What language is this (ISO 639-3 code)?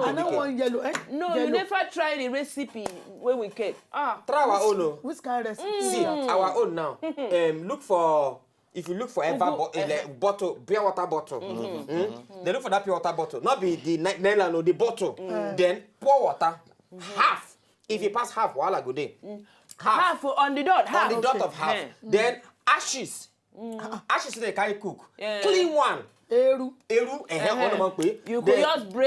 pcm